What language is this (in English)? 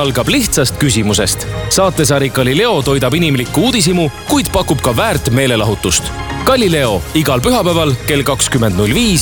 Estonian